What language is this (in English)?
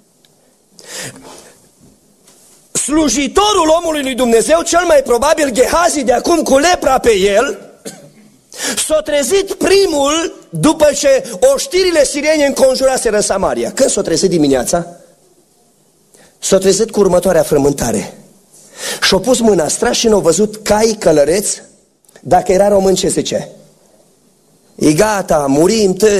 Romanian